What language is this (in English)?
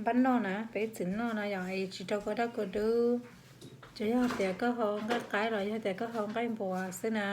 Hmong